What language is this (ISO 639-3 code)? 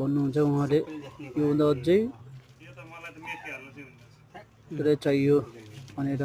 nep